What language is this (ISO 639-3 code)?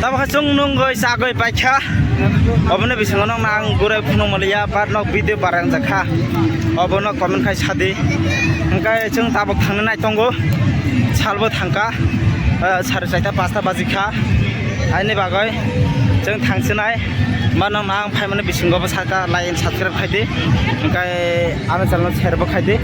trp